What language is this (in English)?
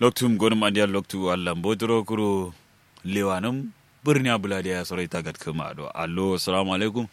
Kanuri